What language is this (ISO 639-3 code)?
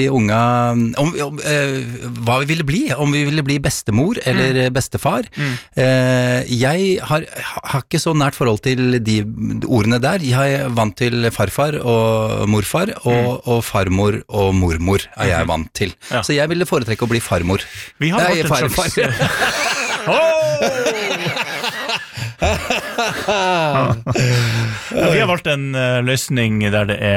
nor